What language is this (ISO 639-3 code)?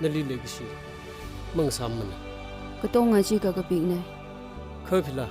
nmf